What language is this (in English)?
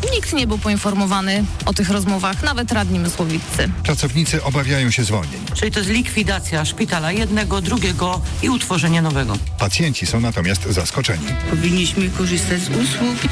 Polish